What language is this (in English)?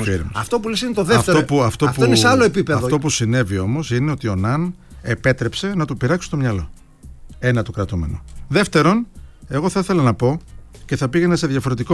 Greek